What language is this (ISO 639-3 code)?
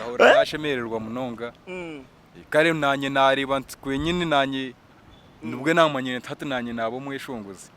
nyn